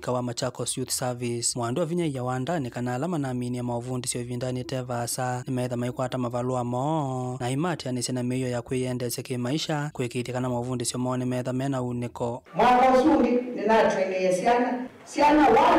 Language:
Kamba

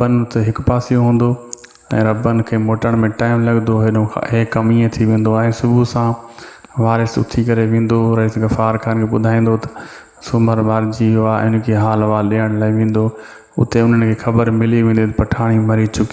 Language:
Sindhi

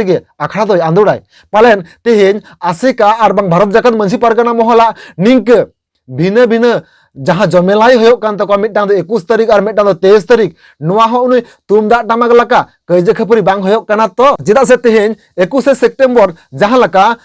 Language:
Santali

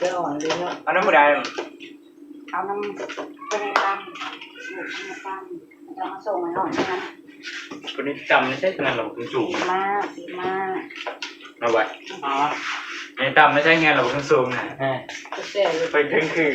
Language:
Northeastern Thai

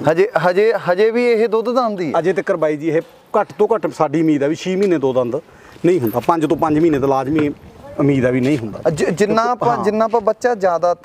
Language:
Punjabi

